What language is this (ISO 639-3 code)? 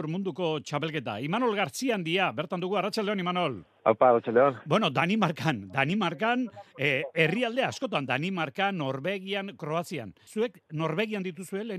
eus